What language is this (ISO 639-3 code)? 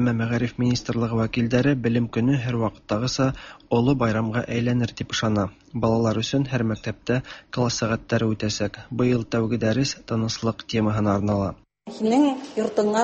tat